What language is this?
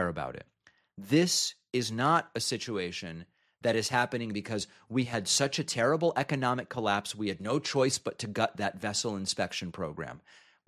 English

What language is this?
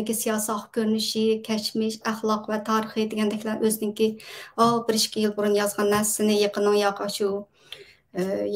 Uyghur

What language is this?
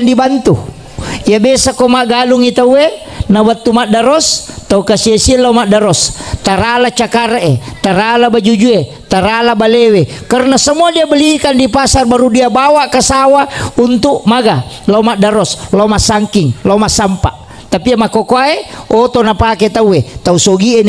Buginese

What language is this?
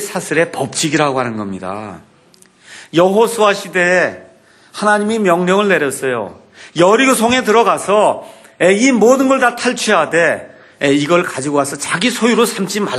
Korean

